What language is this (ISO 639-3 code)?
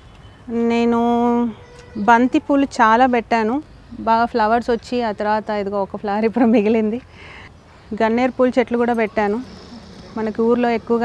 tel